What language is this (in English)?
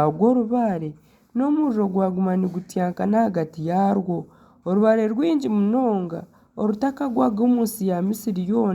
Nyankole